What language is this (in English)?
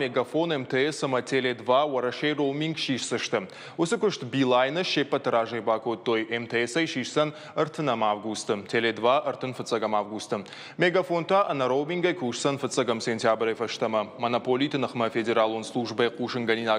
Ossetic